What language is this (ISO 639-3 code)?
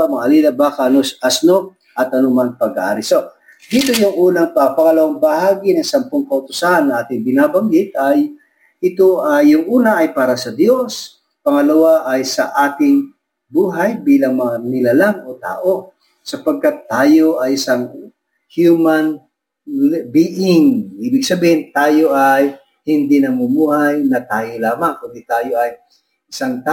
fil